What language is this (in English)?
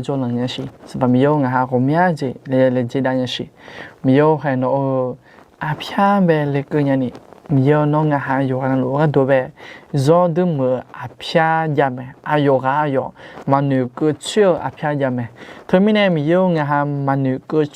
Akha